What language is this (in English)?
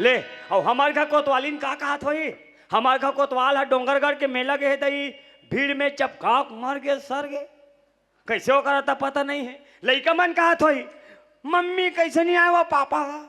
Chhattisgarhi